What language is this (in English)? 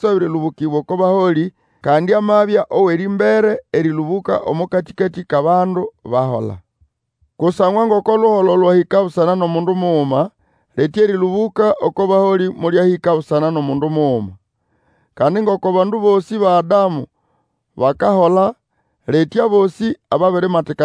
Nande